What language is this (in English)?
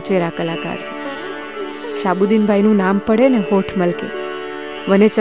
Gujarati